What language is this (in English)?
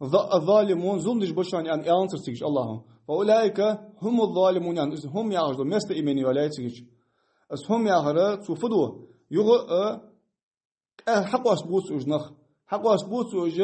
Ingush